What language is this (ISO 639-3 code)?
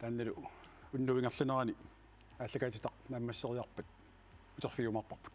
kal